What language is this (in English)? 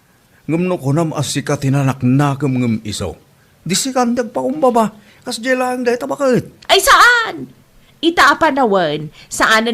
Iloko